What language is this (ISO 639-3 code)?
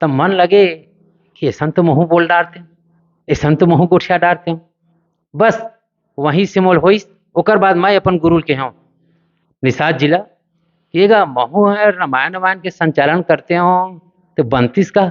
hne